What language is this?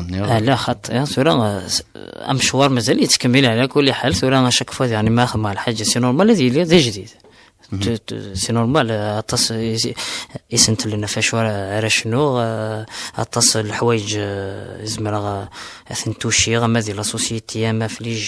Kabyle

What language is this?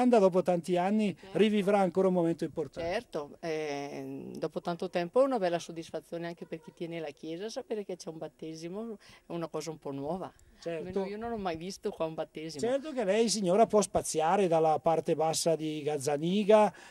Italian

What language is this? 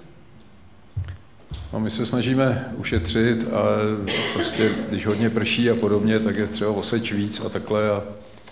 Czech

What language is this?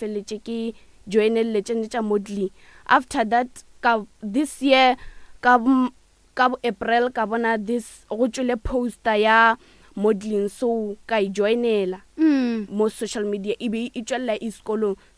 Northern Sotho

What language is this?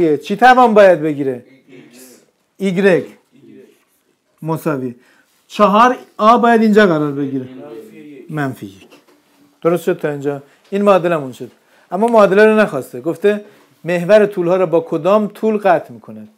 Persian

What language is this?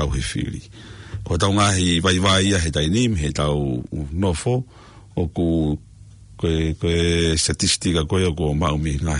Tongan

